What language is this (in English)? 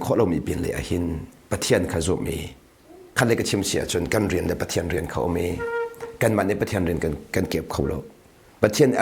Hakha Chin